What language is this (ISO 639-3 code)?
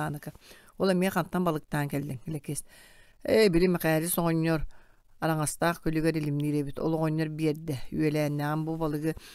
sah